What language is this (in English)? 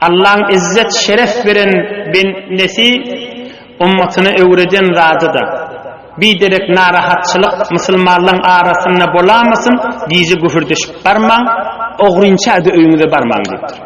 Turkmen